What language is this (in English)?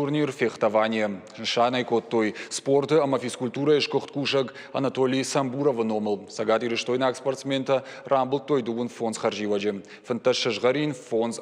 Ossetic